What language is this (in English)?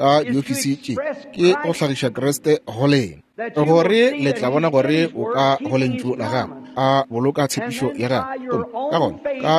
Northern Sotho